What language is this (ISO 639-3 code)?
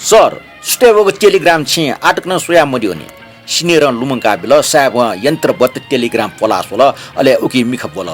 new